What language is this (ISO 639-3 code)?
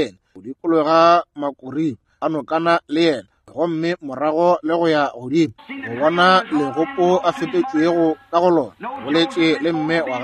nso